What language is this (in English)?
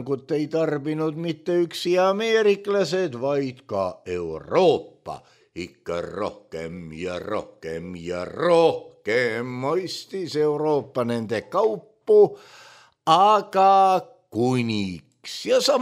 Estonian